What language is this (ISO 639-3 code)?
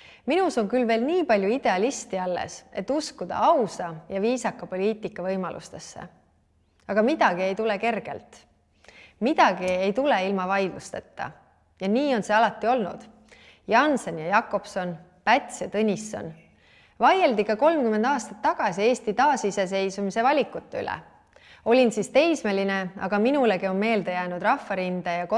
est